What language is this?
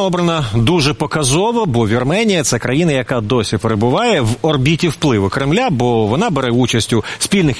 Ukrainian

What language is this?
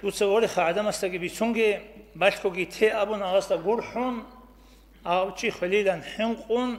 Avaric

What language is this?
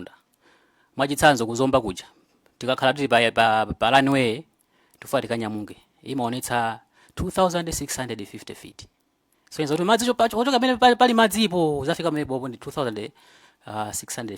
Nyanja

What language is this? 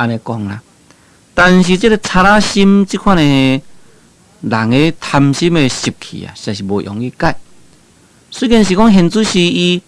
Min Nan Chinese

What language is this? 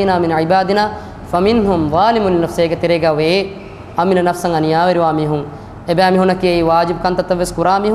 Divehi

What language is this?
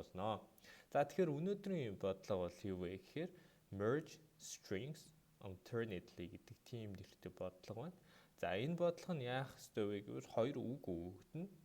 Mongolian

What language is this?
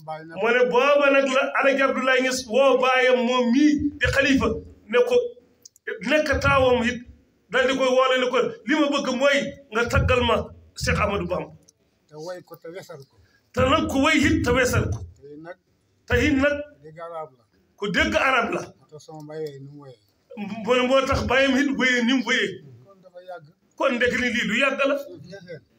Wolof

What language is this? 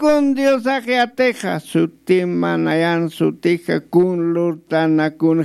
Aymara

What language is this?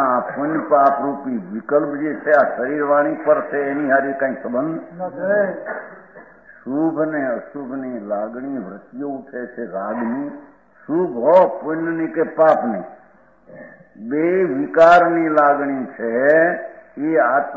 Gujarati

